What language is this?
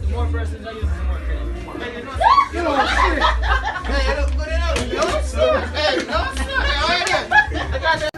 Jamaican Creole English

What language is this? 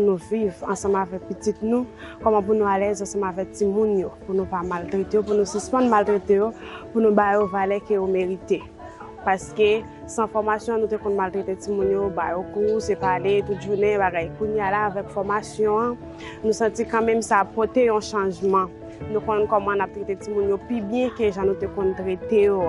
Haitian Creole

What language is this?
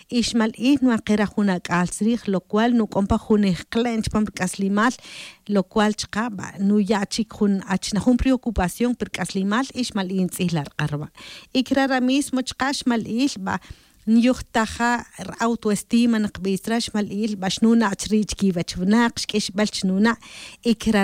Tz'utujil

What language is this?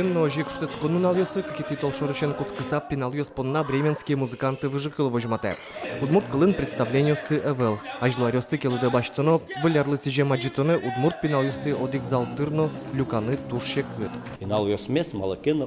Udmurt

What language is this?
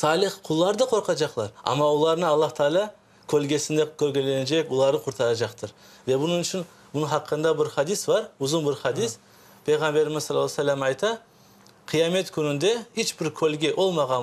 Crimean Tatar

